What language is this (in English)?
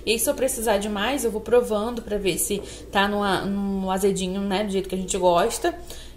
Portuguese